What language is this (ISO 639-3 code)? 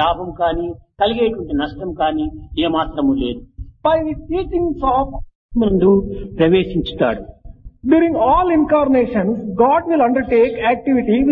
tel